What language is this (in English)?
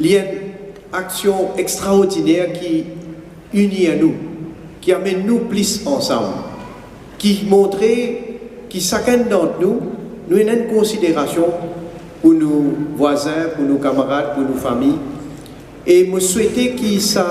Morisyen